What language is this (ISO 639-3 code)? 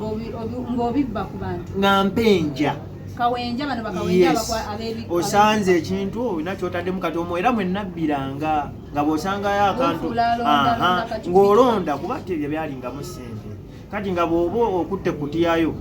lug